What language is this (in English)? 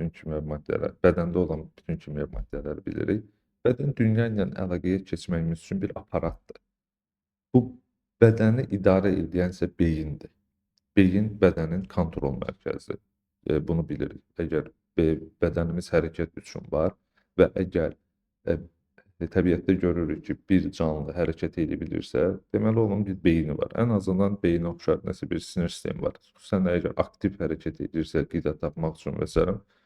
Azerbaijani